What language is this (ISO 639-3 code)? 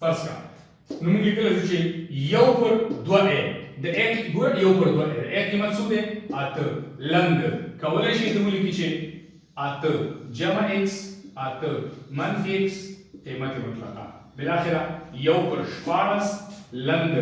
pus